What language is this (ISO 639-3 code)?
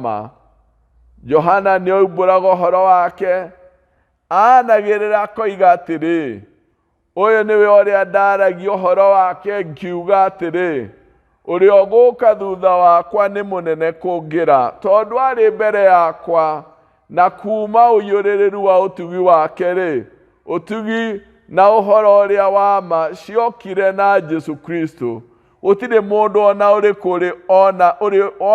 kik